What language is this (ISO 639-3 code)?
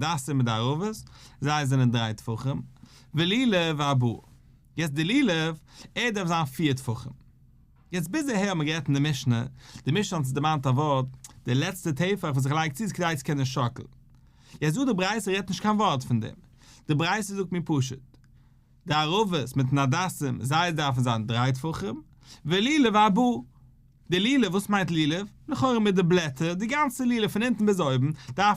yid